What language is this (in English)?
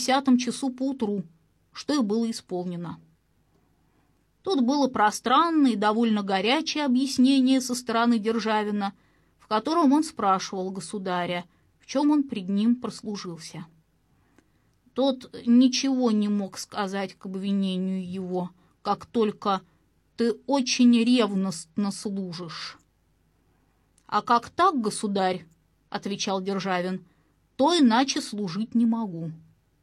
Russian